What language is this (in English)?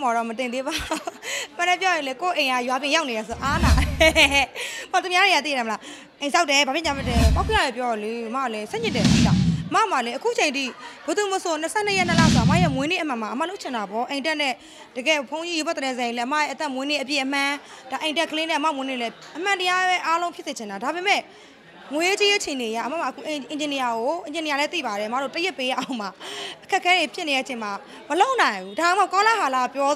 Burmese